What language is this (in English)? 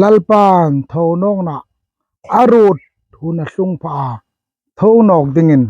Hmar